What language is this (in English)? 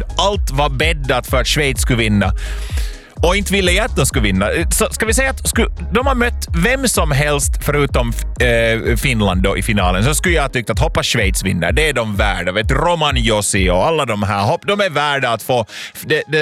Swedish